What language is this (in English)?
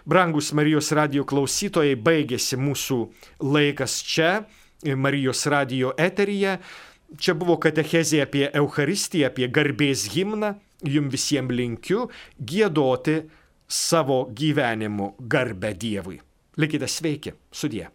Lithuanian